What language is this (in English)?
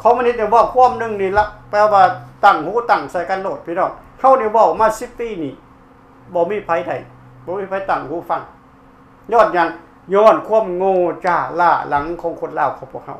Lao